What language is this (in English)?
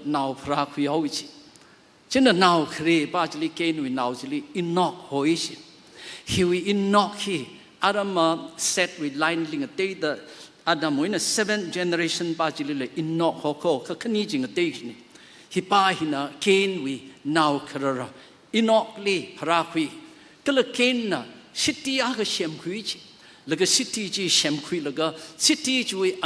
Tangkhul Naga (India)